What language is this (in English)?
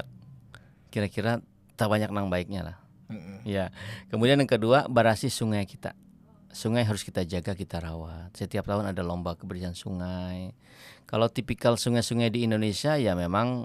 Banjar